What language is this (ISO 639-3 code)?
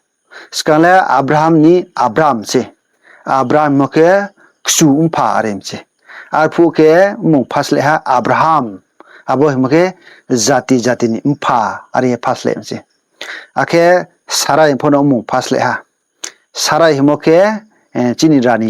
ria